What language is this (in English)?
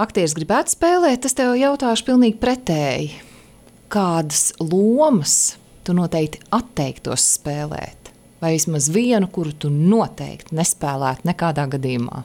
Latvian